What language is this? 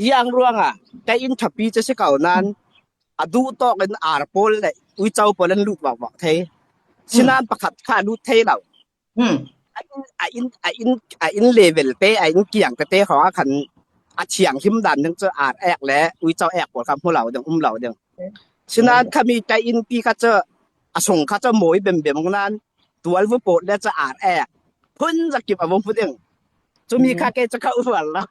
Falam Chin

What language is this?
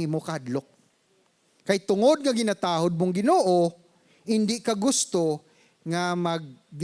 Hiligaynon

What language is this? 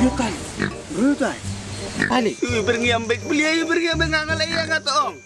Khasi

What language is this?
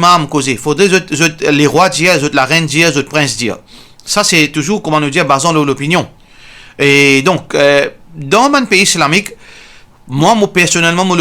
Morisyen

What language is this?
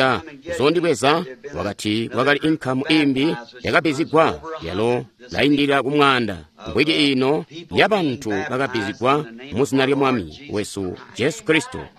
Tonga (Zambia)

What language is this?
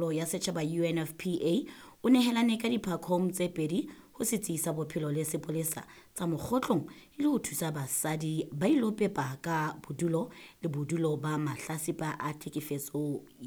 Southern Sotho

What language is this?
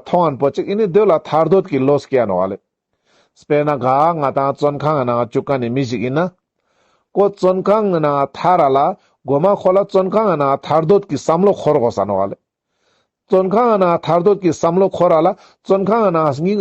Ladakhi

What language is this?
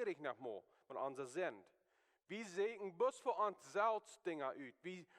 Plautdietsch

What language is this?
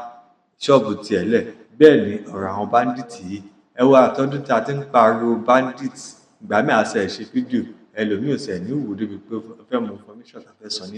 Yoruba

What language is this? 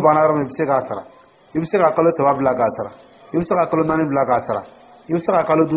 Dyula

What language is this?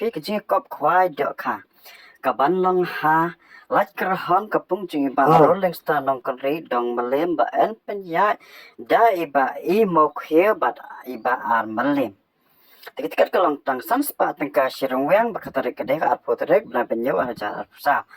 Khasi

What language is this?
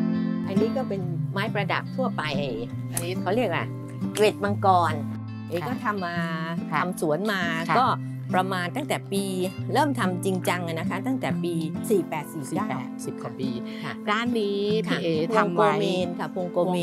Thai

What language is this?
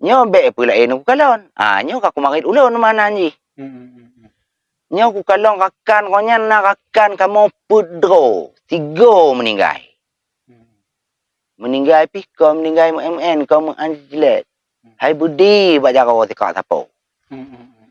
Achinese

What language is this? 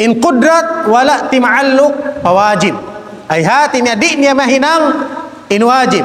Tausug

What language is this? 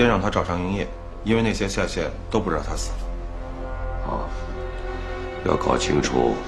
Chinese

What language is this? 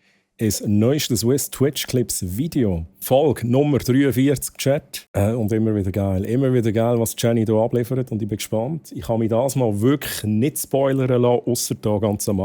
Swiss German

